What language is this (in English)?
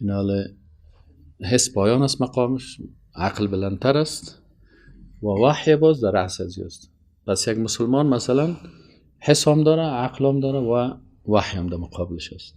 Persian